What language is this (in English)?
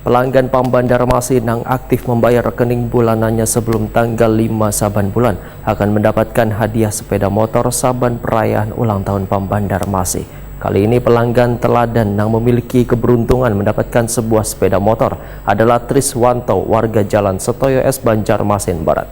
Banjar